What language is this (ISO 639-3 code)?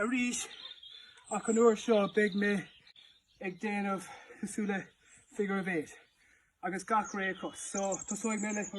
gle